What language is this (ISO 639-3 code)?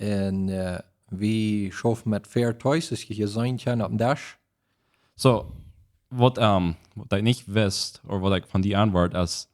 pdt